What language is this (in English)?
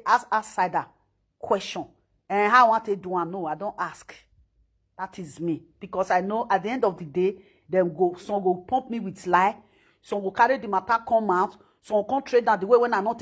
Nigerian Pidgin